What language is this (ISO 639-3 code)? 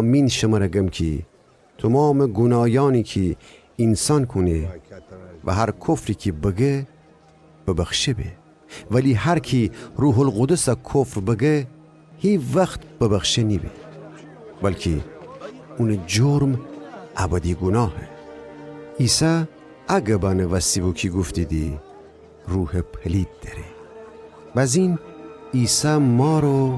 glk